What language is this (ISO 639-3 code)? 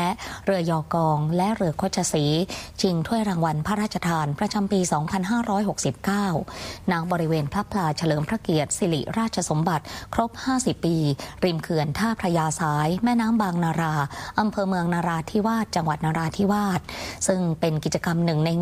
tha